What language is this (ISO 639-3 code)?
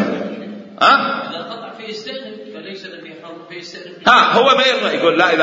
acm